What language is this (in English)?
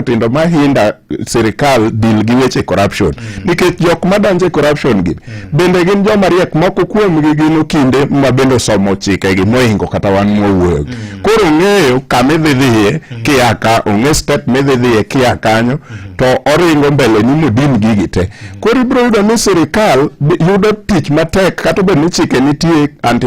Luo (Kenya and Tanzania)